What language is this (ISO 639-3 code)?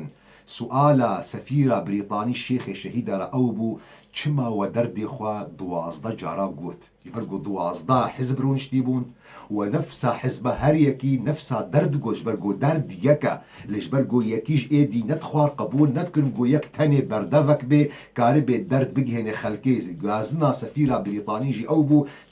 kur